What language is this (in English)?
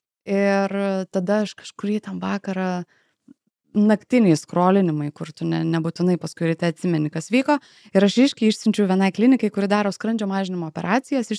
Lithuanian